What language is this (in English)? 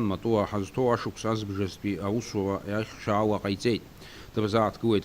Abkhazian